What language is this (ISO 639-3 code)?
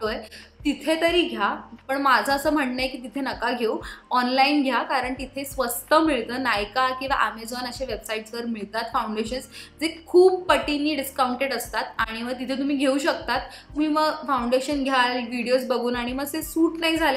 mar